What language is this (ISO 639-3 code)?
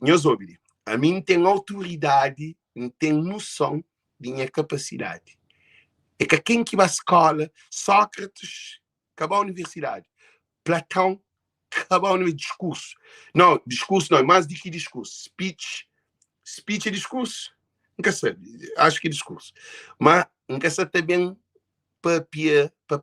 kea